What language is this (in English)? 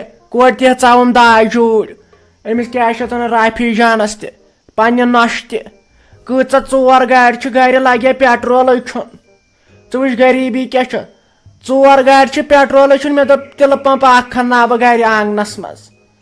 Kashmiri